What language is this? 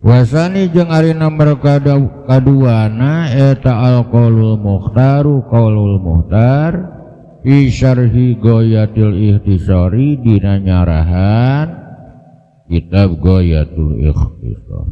Sundanese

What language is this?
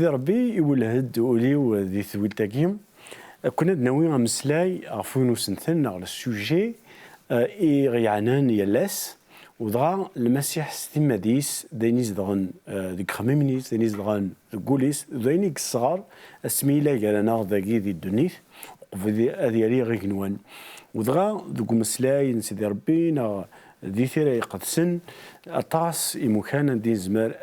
Kabyle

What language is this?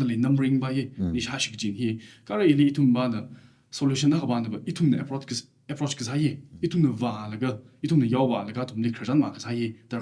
Tangkhul Naga (India)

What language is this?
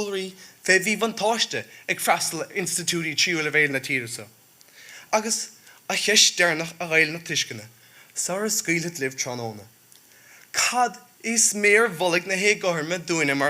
Irish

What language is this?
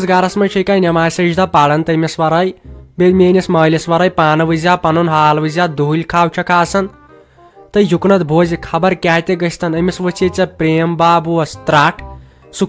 Kashmiri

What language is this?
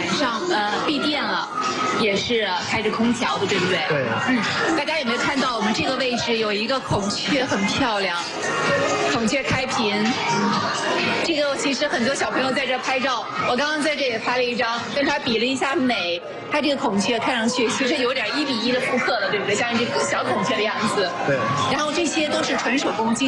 Chinese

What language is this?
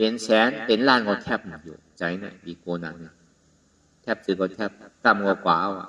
Shan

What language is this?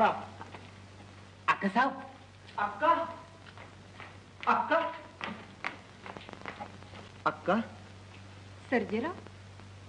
Marathi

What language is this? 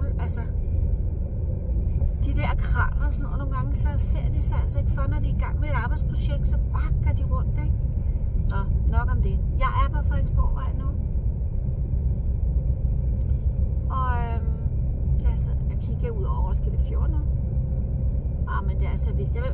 Danish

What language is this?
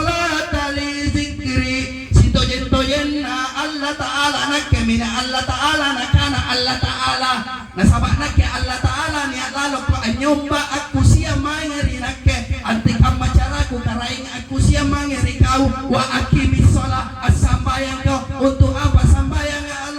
Makasar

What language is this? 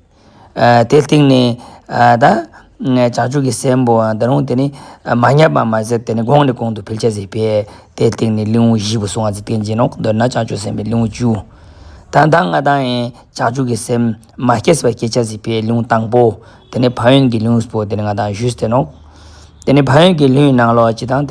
Ladakhi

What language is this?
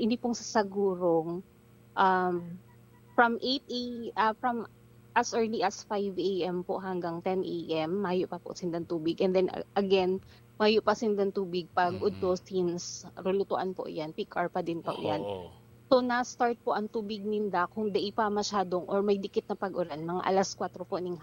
Bikol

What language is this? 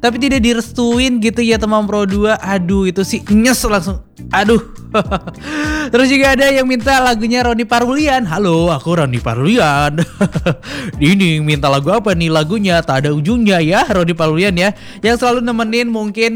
Indonesian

